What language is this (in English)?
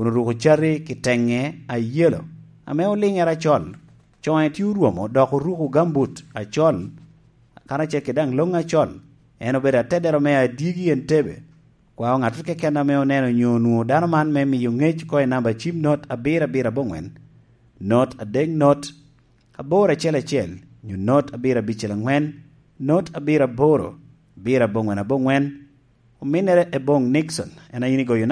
Lango (Uganda)